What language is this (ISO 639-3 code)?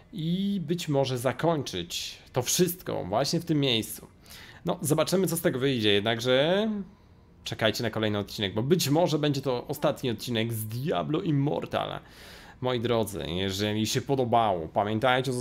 pol